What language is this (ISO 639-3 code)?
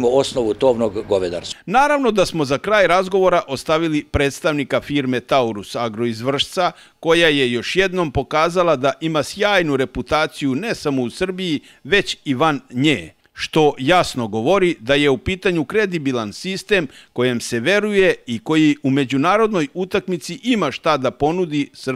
srp